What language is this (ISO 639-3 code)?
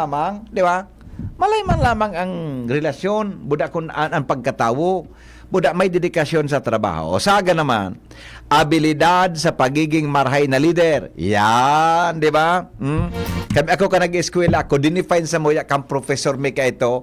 bik